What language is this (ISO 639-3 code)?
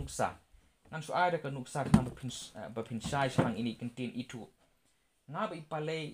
kha